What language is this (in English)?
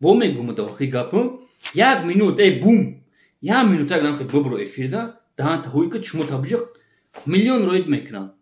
Tajik